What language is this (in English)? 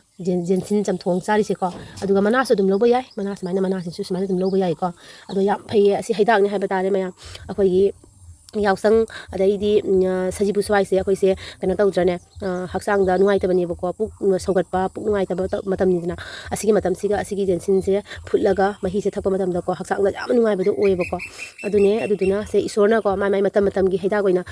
Manipuri